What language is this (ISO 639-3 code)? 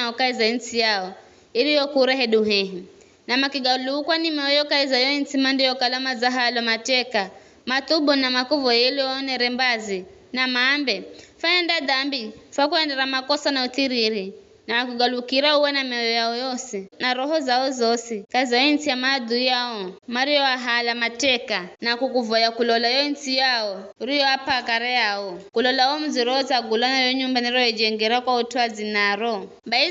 nyf